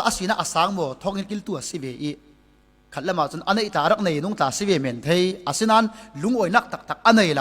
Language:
Falam Chin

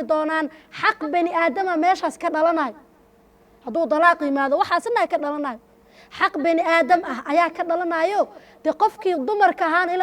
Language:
Somali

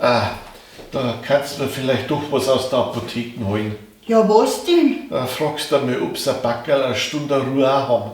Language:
Bavarian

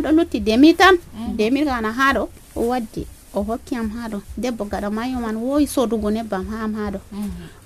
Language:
Nigerian Fulfulde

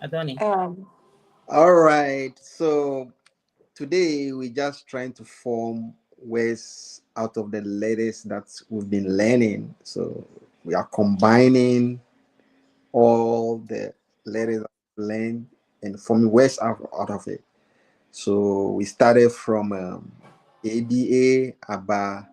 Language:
Ewe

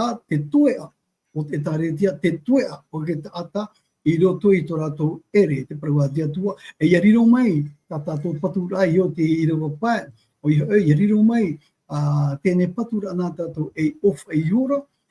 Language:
Tahitian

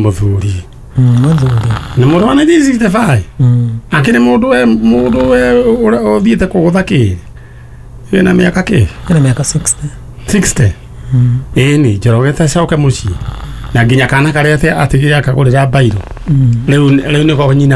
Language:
Kikuyu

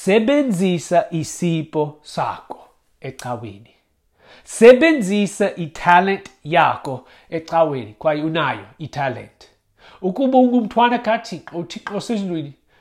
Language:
Xhosa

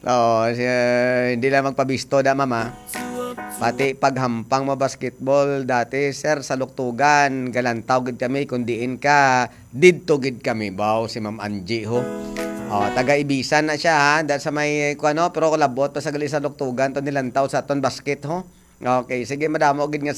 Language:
Hiligaynon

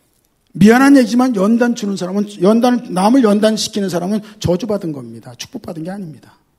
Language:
Korean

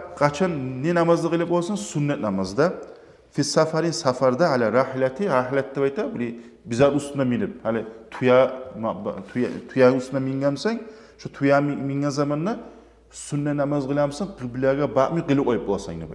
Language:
Kumyk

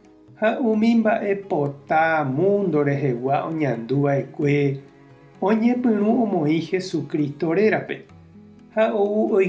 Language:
Guarani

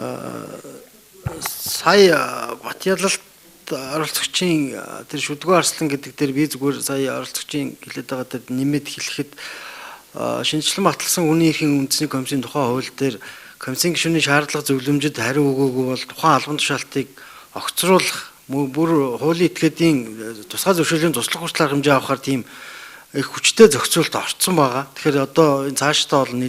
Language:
Mongolian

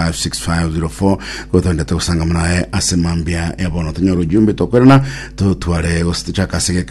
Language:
Gusii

